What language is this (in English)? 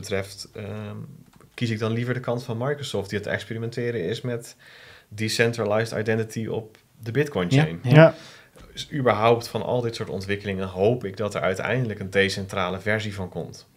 Dutch